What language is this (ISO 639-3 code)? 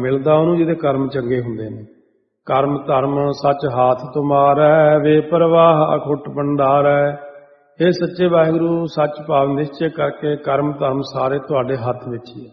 pan